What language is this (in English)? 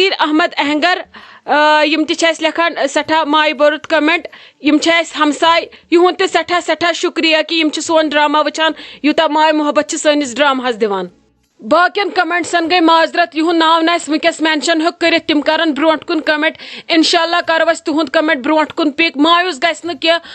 Kashmiri